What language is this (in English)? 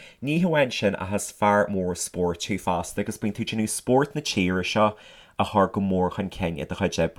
Irish